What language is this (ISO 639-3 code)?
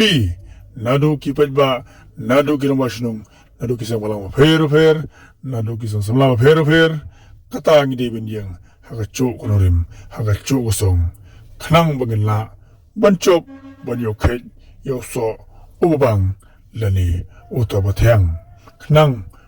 kha